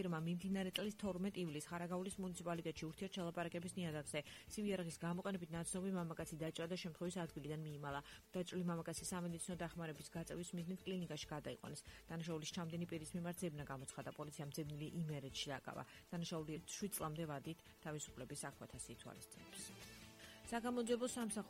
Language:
Georgian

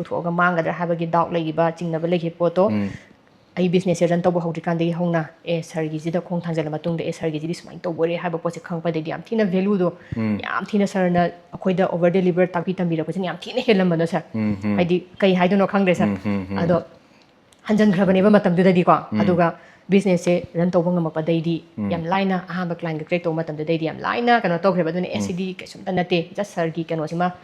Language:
Manipuri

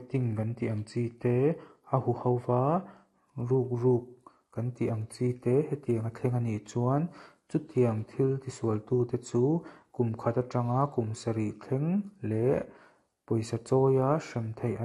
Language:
Mizo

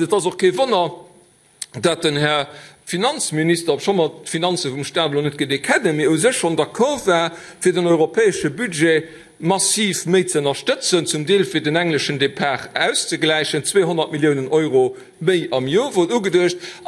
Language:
Luxembourgish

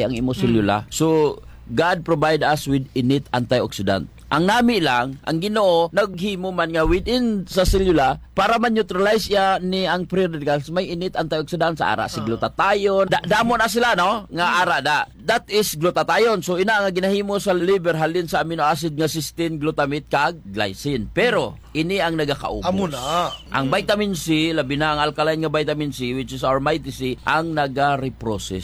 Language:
Hiligaynon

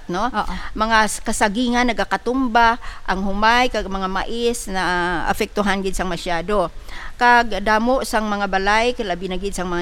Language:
Hiligaynon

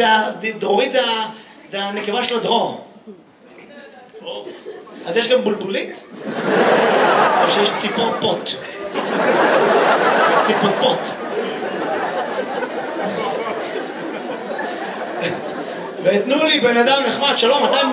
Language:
Hebrew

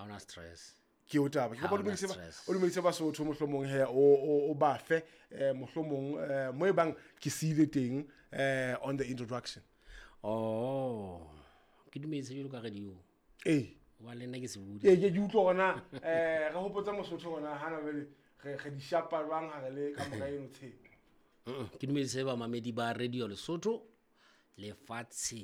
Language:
Southern Sotho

